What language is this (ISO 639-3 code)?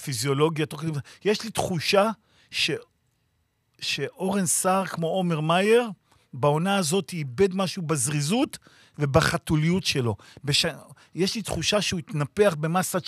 heb